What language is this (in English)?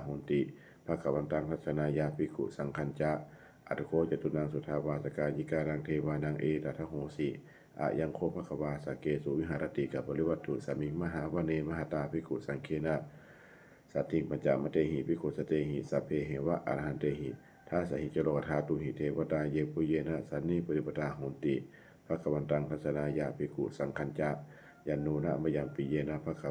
Pali